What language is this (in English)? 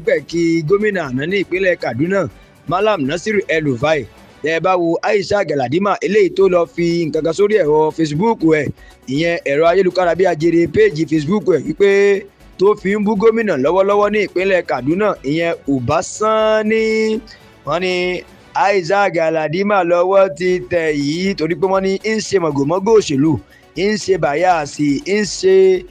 Yoruba